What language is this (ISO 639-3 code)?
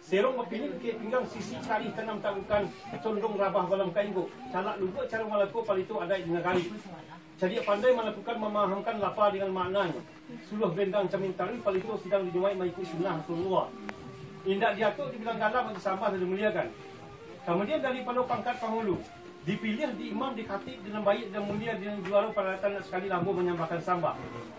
min